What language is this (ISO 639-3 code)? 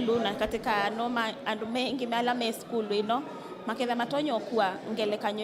kam